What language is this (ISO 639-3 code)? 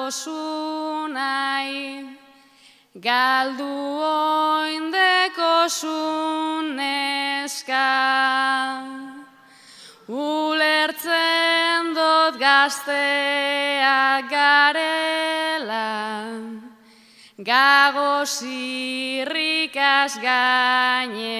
eus